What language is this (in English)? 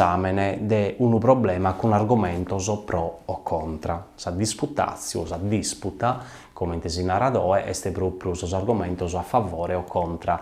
Sardinian